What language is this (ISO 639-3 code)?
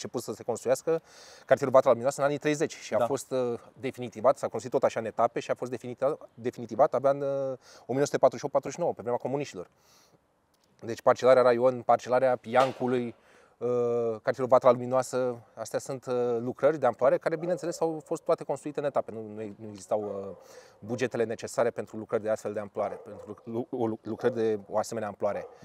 ron